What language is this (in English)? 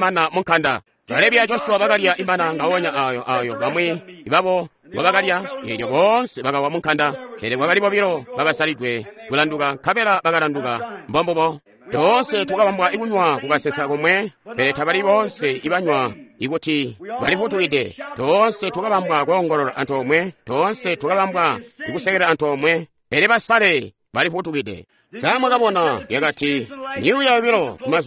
Tonga (Zambia)